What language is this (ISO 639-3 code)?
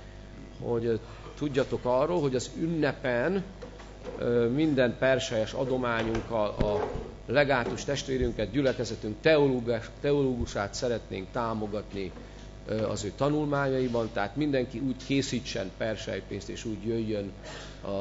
hun